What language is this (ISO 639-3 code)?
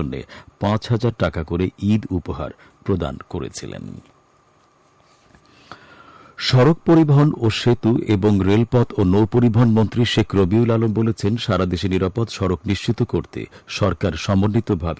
ben